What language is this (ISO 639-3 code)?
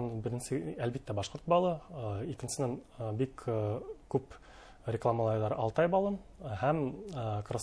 bak